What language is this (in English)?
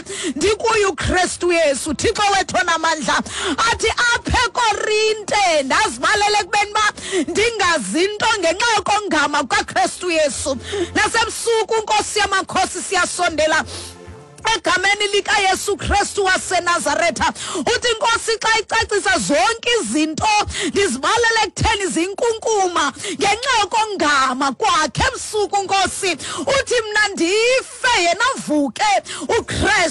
Xhosa